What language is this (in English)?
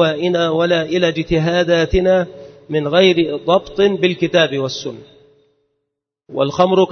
Arabic